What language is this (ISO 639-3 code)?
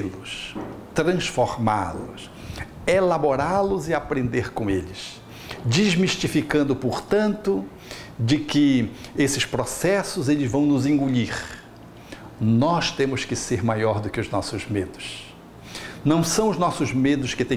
por